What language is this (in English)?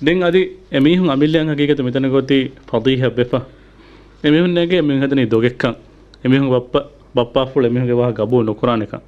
Divehi